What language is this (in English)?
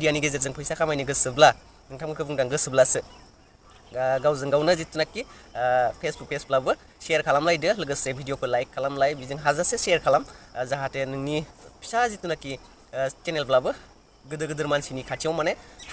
Bodo